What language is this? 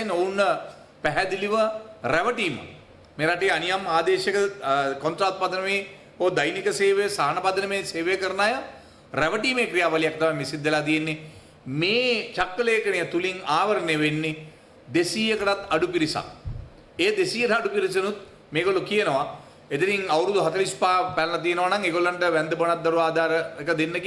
Sinhala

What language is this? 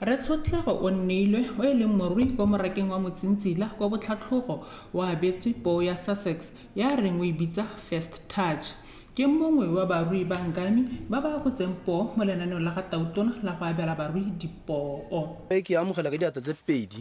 Tswana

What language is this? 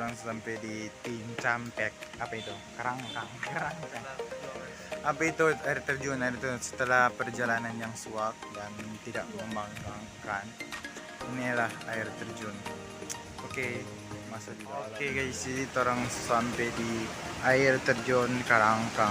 Manado Malay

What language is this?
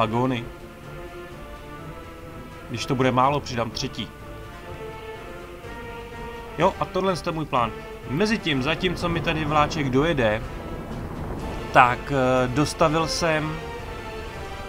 Czech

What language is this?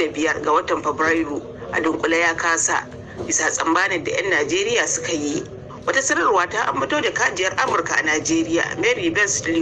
Hausa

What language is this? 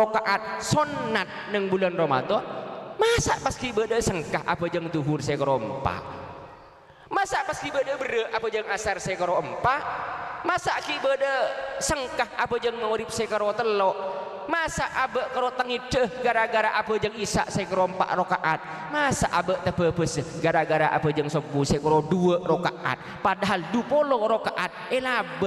Madurese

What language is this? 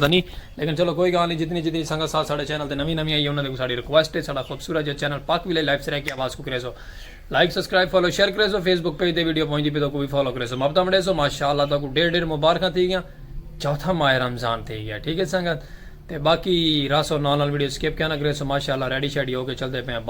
Saraiki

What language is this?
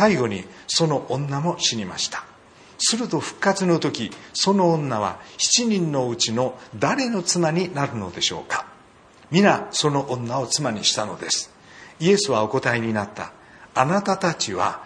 Japanese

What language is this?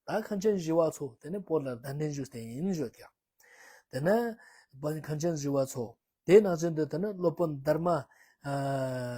Ladakhi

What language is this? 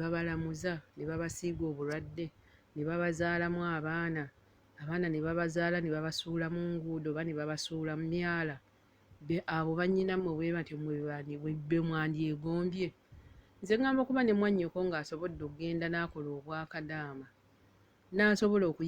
Ganda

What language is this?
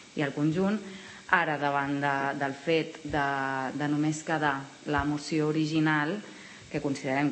Catalan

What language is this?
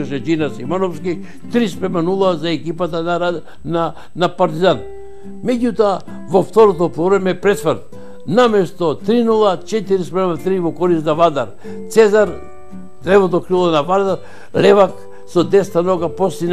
Macedonian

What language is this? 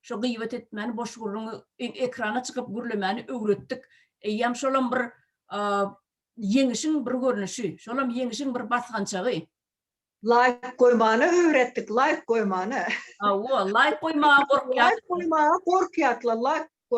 Turkmen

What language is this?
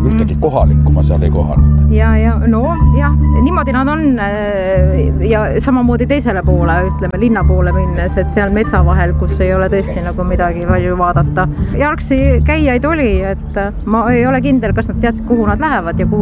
Estonian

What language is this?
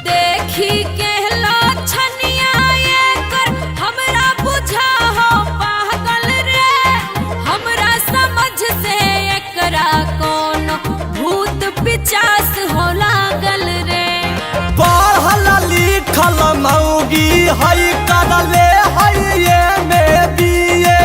Magahi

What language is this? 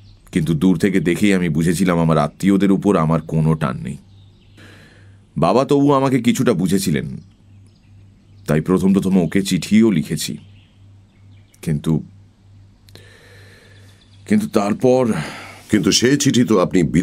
Bangla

